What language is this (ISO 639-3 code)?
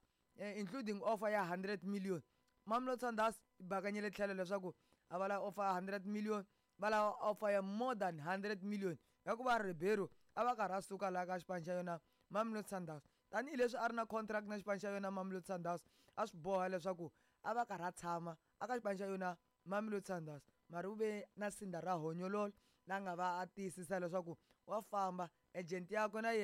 tso